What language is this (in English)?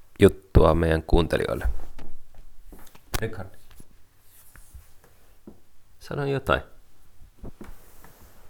Finnish